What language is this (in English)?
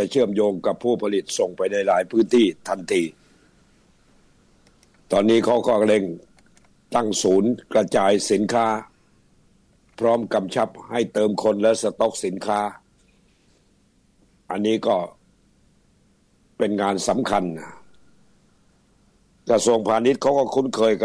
Thai